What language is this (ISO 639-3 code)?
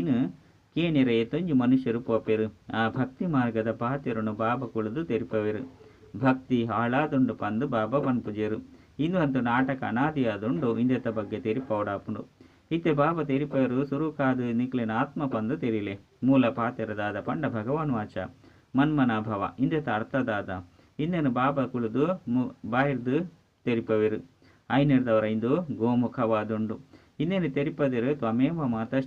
tcy